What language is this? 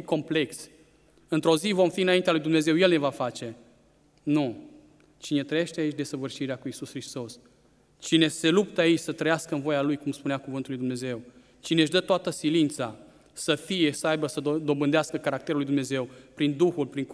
Romanian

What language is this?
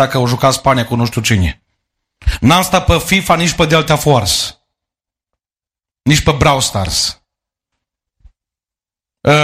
Romanian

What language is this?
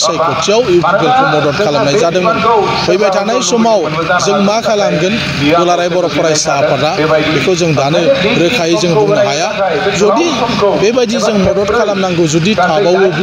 Bodo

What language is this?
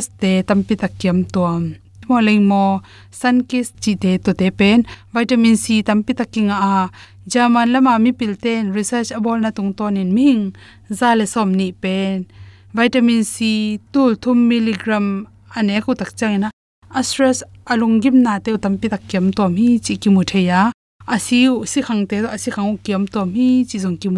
Tedim Chin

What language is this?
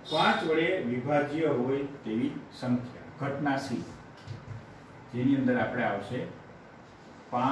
Gujarati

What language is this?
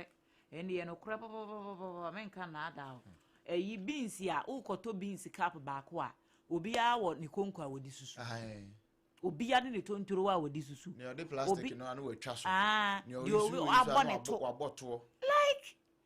Akan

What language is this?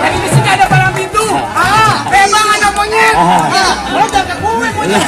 Betawi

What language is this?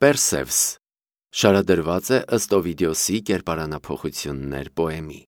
Armenian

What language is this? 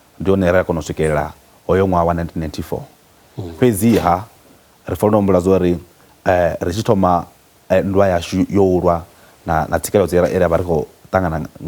Venda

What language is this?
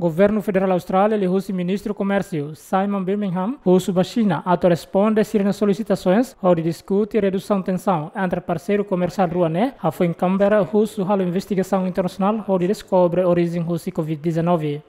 Tetum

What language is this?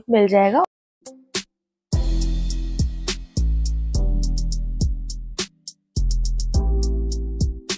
Hindi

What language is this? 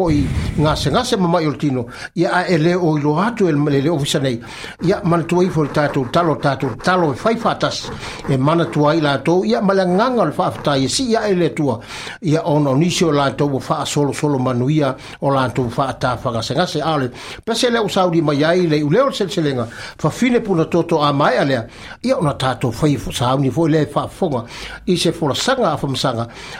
Samoan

